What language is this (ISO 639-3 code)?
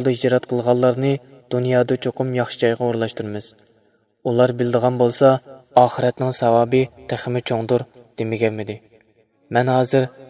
uig